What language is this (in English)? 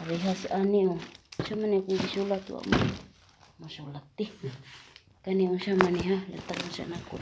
Cebuano